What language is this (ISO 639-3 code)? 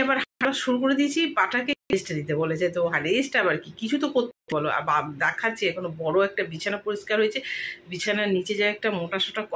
ben